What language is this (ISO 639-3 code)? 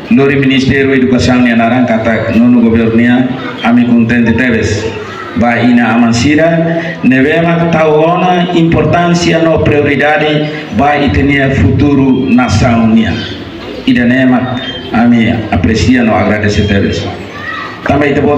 tet